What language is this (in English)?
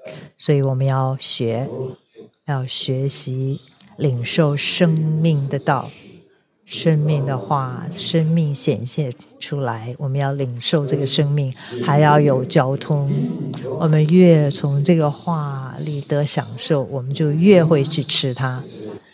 Chinese